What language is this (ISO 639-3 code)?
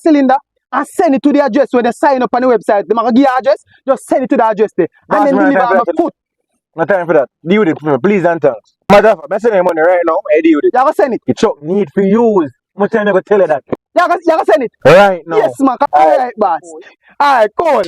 jam